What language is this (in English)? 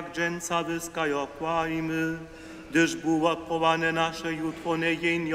Upper Sorbian